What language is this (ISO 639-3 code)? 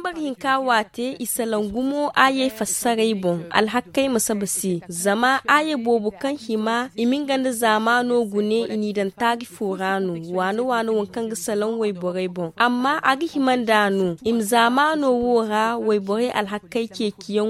dje